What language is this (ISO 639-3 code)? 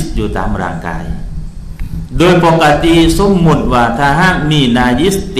tha